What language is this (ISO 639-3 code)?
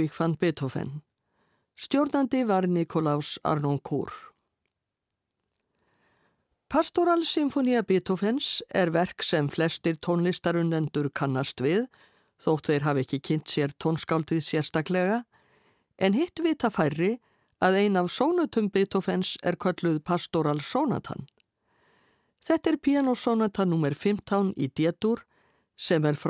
isl